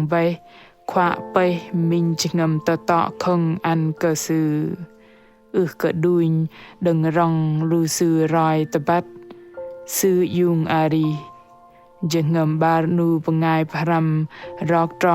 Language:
Bahnar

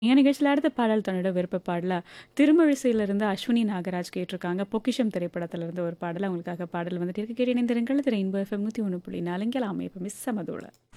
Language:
Tamil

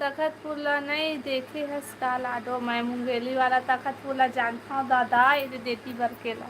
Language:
Chhattisgarhi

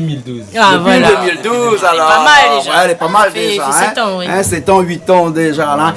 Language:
Réunion Creole French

